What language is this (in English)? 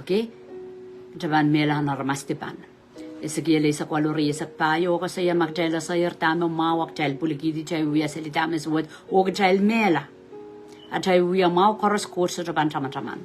Pohnpeian